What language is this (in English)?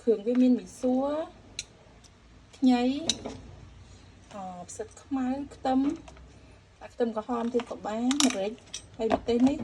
Khmer